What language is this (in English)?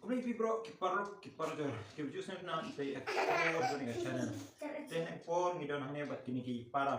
Khasi